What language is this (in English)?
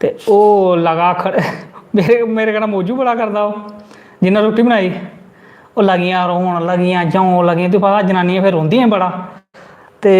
Dogri